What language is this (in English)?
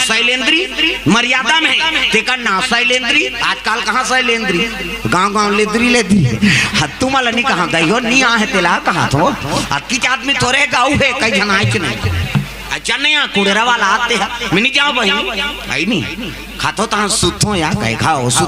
Chhattisgarhi